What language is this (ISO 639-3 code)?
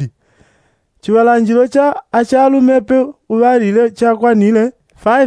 yao